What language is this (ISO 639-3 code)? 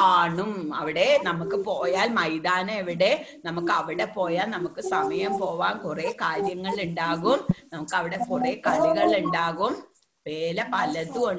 mal